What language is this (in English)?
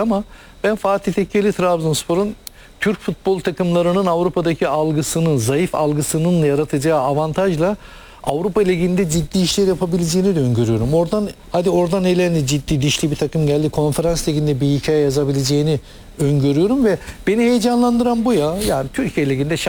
Turkish